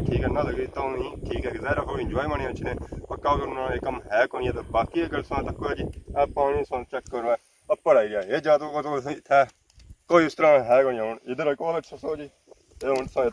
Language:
Pahari-Potwari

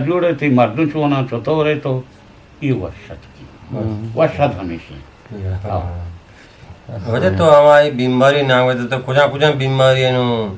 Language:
Eastern Balochi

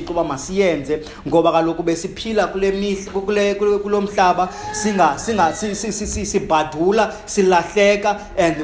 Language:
Xhosa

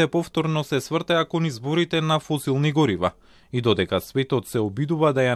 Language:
Macedonian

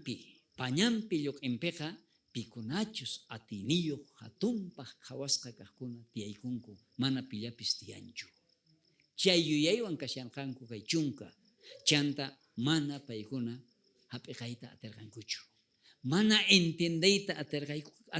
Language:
South Bolivian Quechua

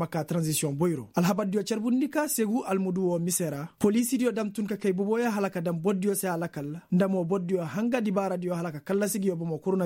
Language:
Koyraboro Senni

